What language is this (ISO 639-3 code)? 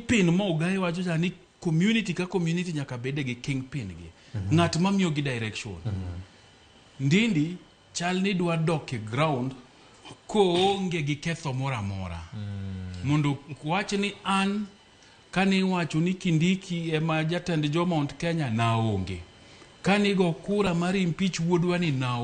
luo